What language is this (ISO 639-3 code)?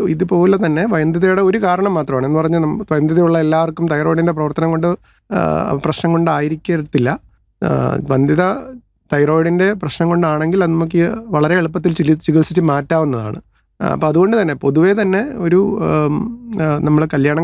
mal